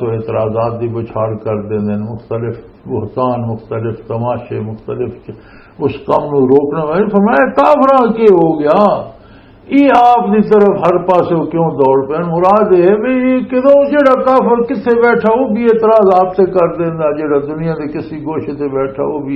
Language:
Western Panjabi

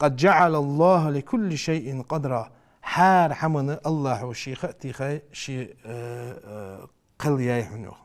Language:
Ingush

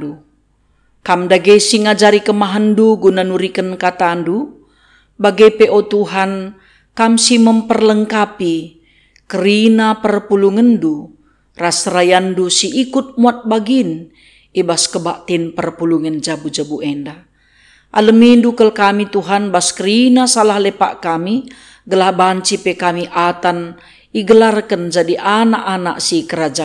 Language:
Batak Karo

